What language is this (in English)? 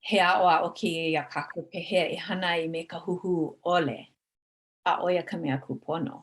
Hawaiian